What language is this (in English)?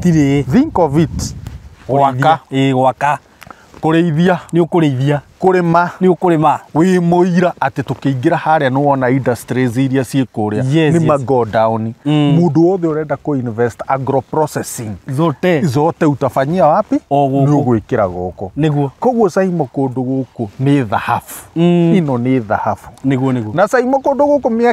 Kikuyu